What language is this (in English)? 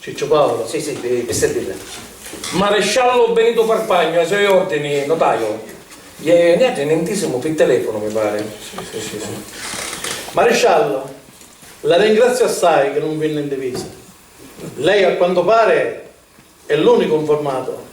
Sicilian